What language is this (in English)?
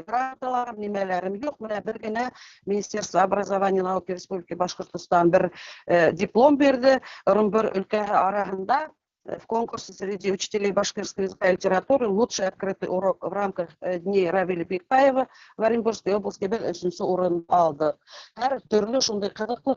Bashkir